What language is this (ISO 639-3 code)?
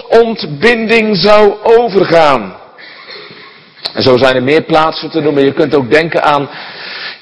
nld